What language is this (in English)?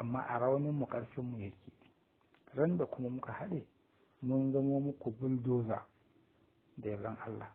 Hausa